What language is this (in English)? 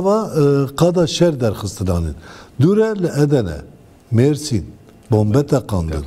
Kurdish